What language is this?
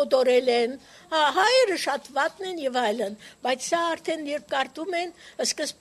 Armenian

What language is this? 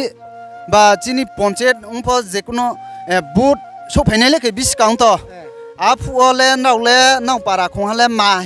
Riang (India)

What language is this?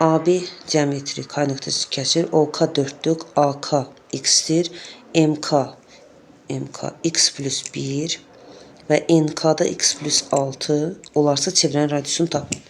Azerbaijani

